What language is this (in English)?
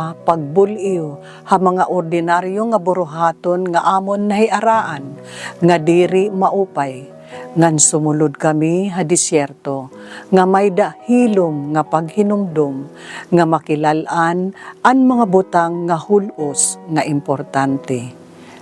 Waray